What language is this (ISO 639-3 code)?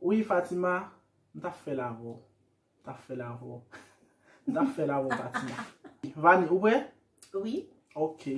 hat